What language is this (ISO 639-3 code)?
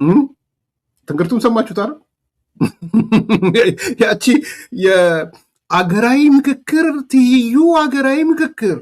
amh